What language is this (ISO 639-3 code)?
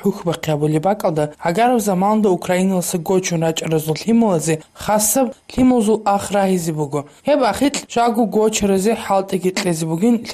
ava